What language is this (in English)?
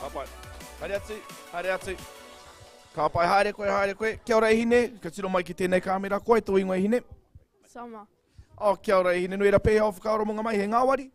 Māori